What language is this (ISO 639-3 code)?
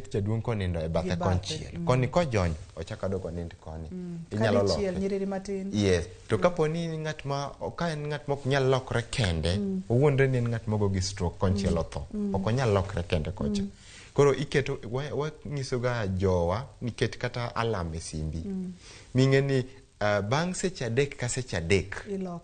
luo